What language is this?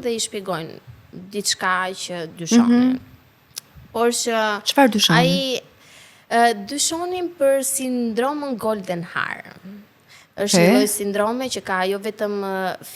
Albanian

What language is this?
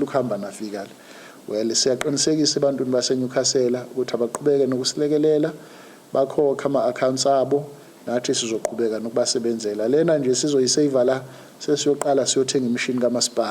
Zulu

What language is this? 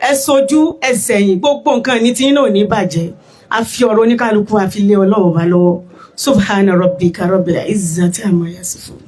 Yoruba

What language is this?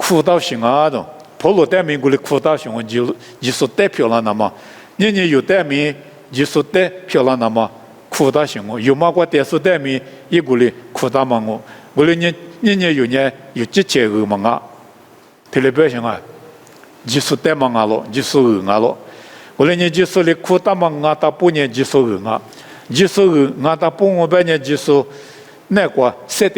Lisu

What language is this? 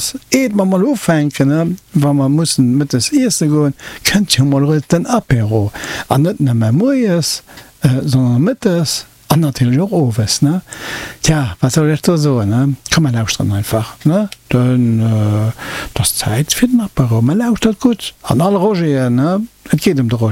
Luxembourgish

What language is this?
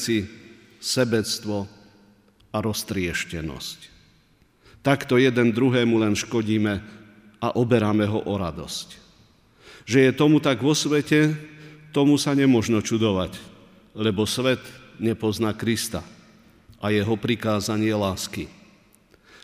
Slovak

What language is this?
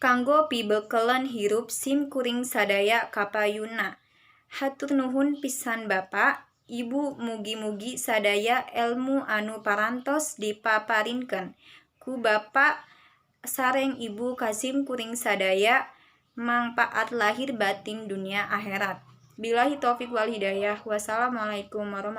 Sundanese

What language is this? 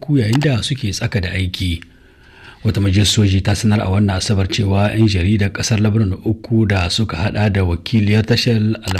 Hausa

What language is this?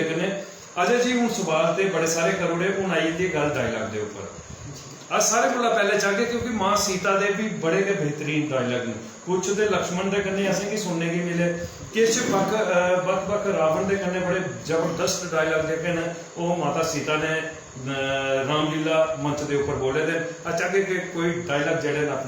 Dogri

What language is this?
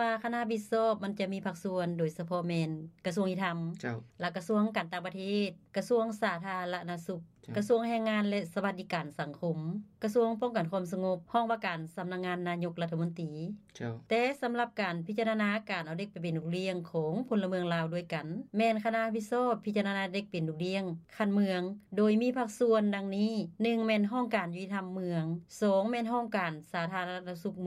Lao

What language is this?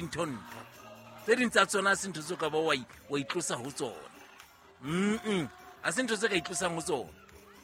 Southern Sotho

